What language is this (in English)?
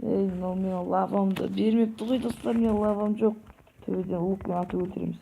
Kazakh